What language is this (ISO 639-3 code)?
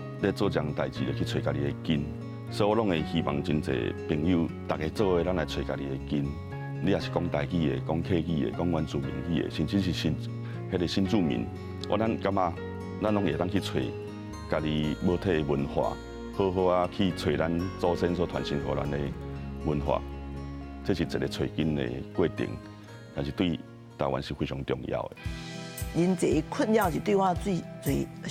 nan